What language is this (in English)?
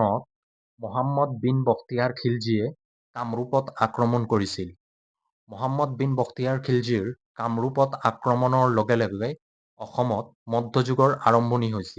Assamese